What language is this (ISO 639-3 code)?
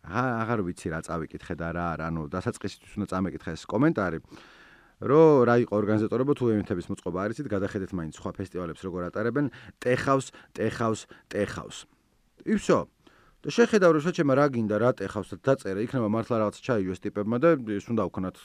kat